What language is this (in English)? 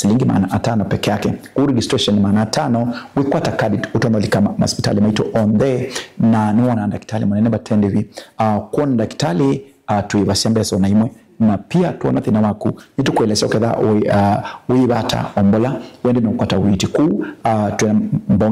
Kamba